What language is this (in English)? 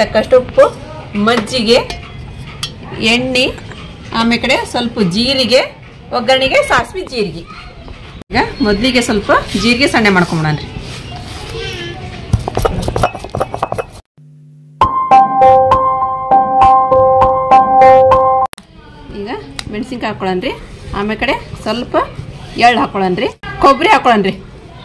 Kannada